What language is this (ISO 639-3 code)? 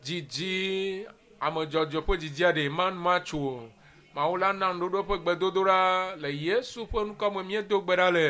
ewe